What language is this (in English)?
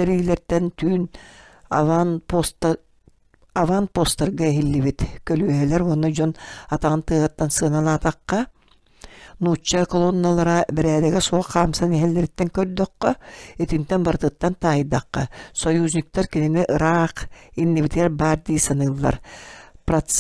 Yakut